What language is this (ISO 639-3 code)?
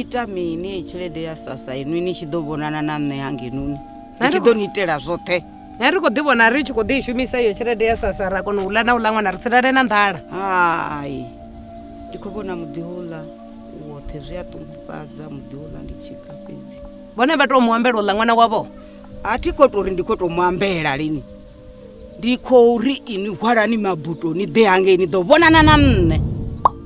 ven